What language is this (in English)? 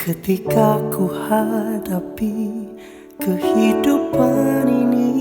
Nias